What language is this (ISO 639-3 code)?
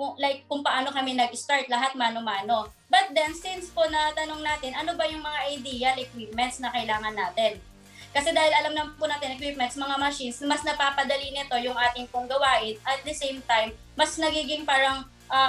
fil